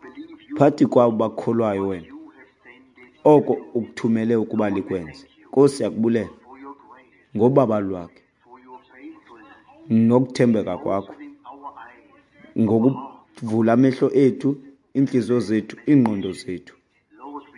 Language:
Xhosa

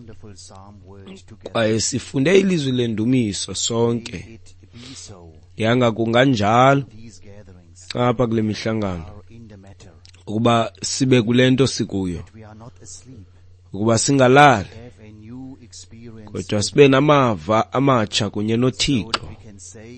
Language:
Xhosa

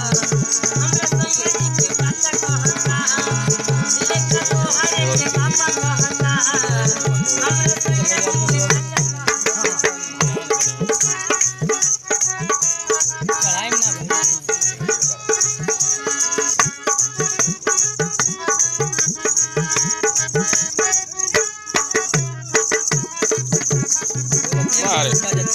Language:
Bhojpuri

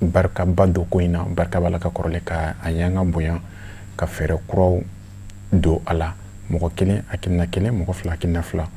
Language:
Bambara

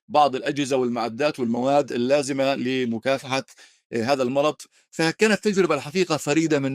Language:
North Levantine Arabic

